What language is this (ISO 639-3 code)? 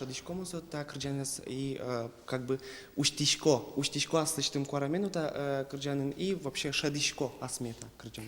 udm